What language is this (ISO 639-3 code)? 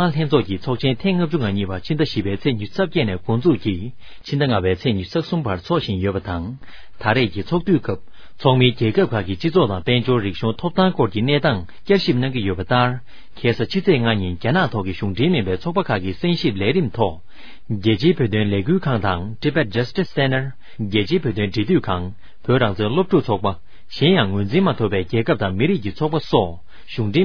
bod